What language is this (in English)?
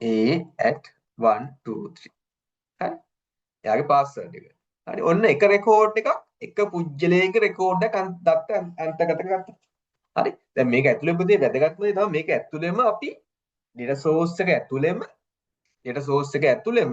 Sinhala